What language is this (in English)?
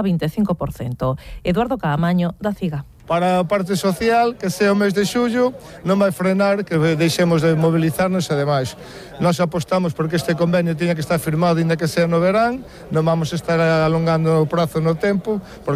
Galician